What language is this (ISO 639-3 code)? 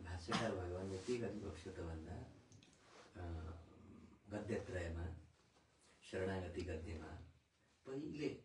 nep